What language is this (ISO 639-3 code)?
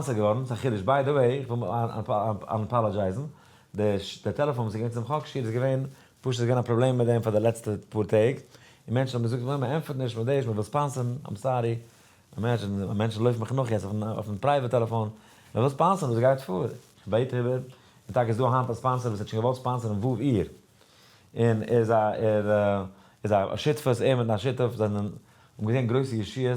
yid